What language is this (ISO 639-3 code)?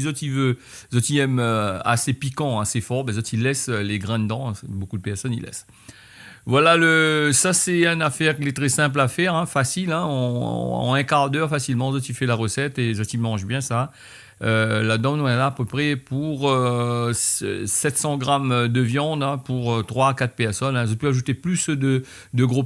rcf